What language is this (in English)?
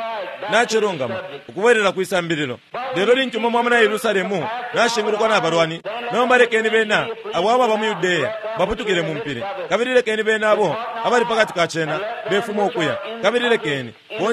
Bemba